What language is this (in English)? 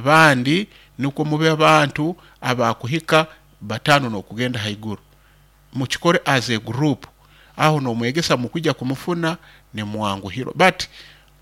Nyoro